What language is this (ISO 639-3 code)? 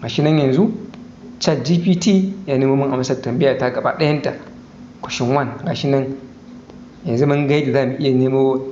hau